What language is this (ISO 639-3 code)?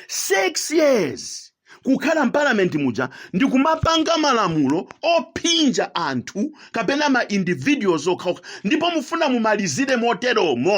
nya